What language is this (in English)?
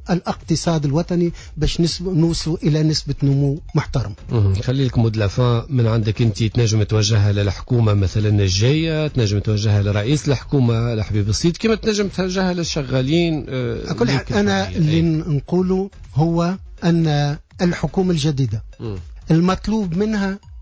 Tunisian Arabic